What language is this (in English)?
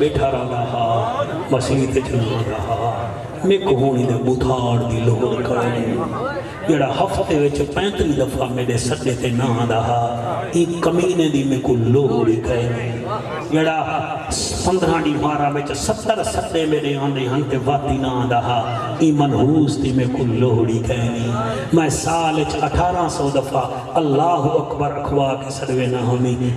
Saraiki